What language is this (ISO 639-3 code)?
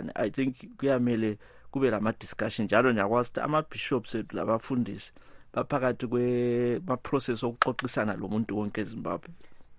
nde